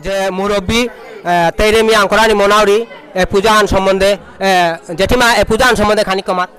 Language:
Bishnupriya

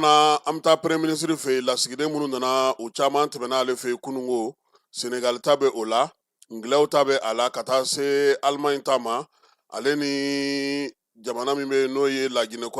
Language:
Bambara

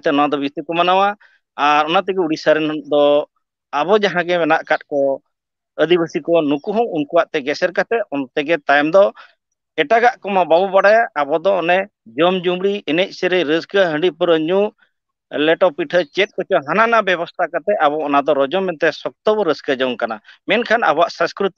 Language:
Santali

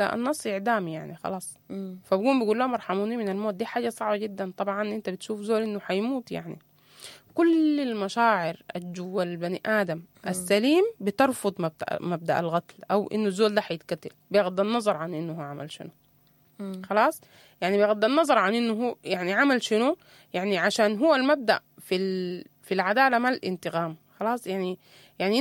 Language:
Sudanese Arabic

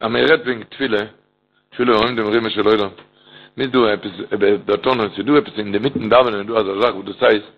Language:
Yiddish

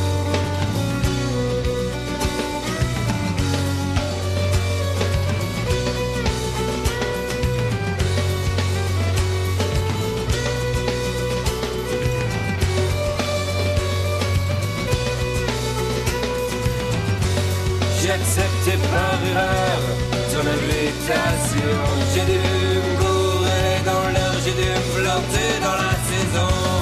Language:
French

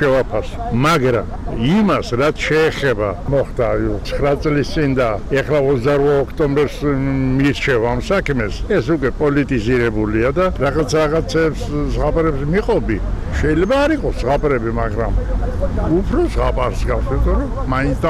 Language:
Georgian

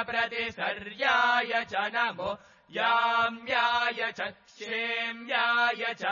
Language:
Sanskrit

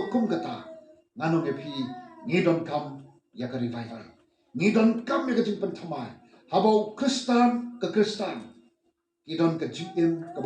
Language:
Khasi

